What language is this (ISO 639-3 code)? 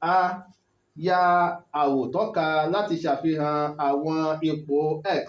yor